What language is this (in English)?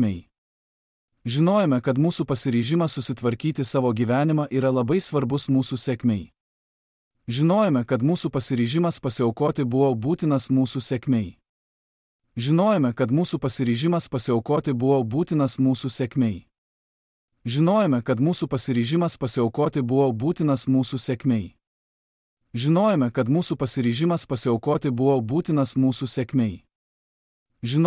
Lithuanian